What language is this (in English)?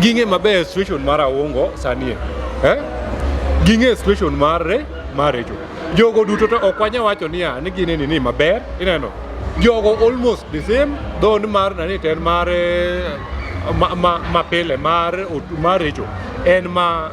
Luo (Kenya and Tanzania)